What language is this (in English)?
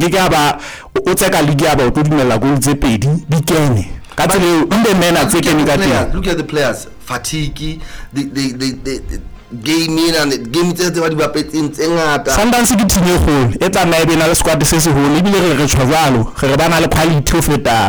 Southern Sotho